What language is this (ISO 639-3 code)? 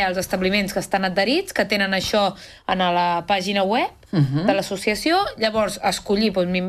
cat